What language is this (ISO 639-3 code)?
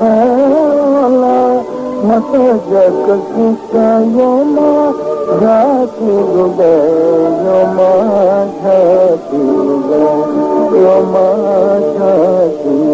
new